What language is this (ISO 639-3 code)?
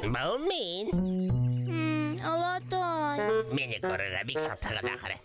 bak